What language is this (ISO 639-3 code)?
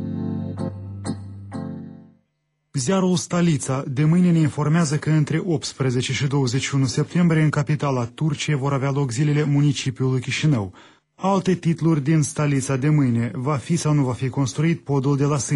ron